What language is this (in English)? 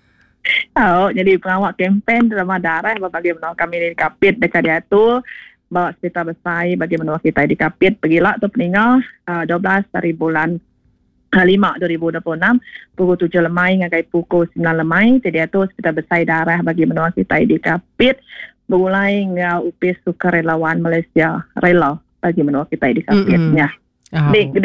Iban